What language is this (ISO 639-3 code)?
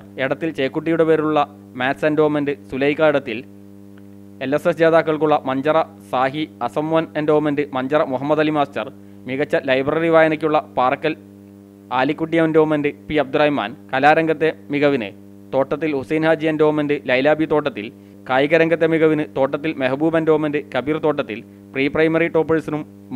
mal